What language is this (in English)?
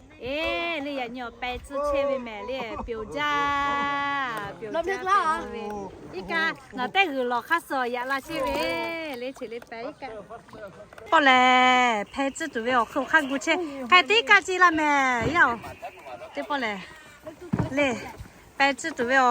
Lahu